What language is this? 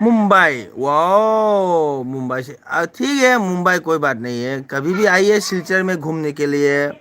Manipuri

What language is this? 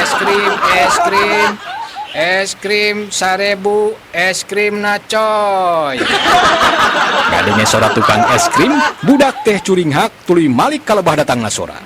Sundanese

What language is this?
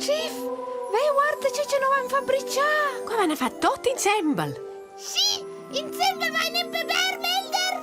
Romansh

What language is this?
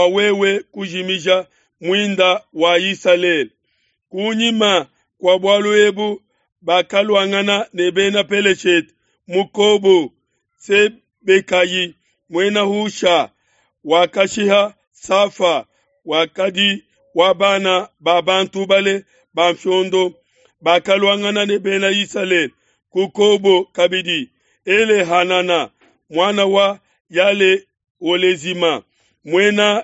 Luba-Lulua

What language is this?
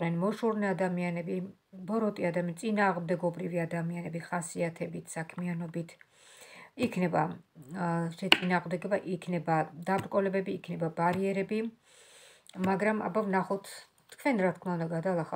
Georgian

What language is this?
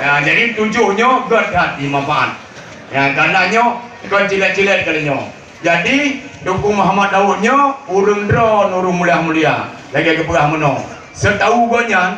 Achinese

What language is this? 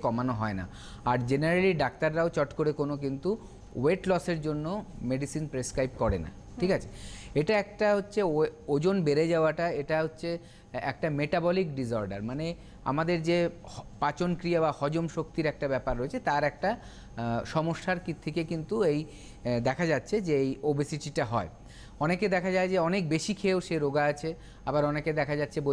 Bangla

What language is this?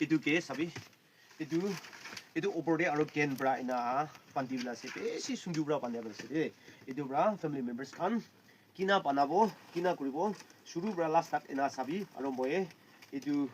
Naga Pidgin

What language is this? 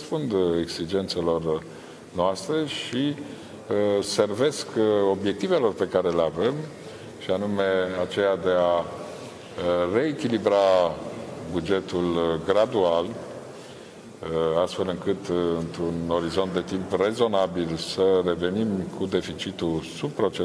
Romanian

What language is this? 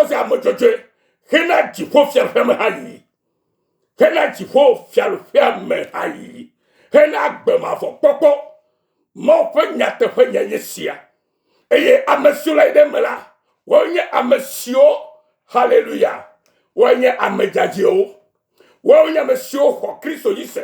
Ewe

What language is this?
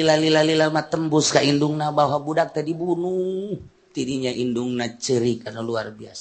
Sundanese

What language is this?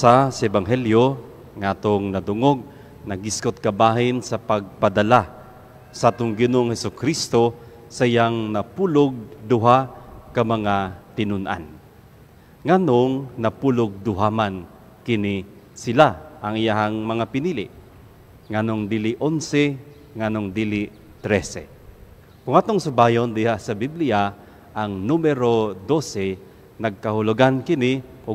Cebuano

